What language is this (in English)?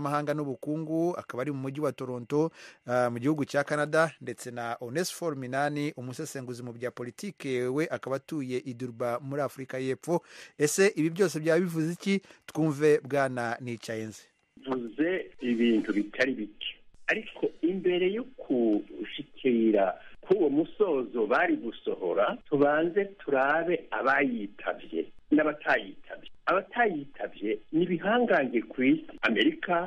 Rundi